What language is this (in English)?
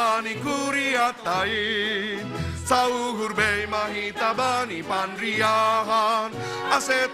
Batak Simalungun